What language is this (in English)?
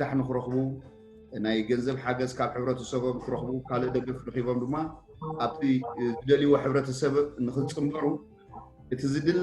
Tigrinya